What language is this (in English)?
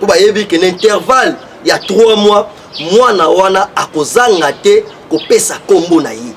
Lingala